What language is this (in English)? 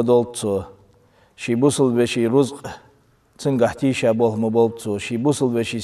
Ingush